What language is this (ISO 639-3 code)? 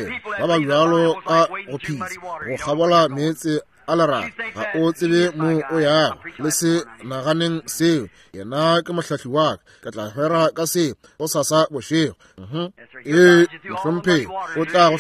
nso